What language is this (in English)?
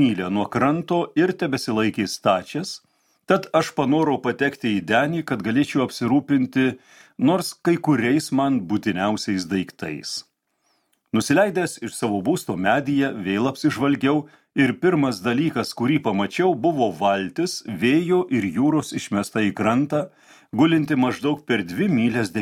Lithuanian